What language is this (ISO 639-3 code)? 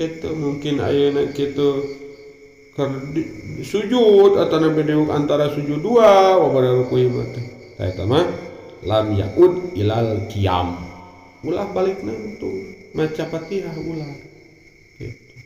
sun